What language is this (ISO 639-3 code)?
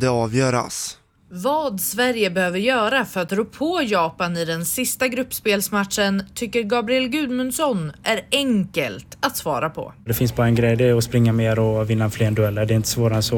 swe